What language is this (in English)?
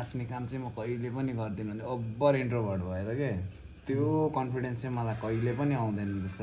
Nepali